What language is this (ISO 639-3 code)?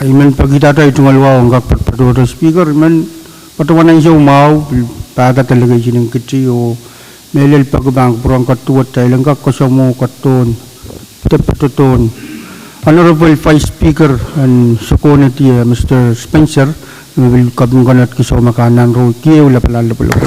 pon